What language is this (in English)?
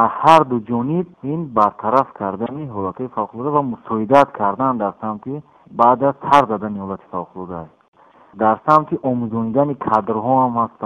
Tajik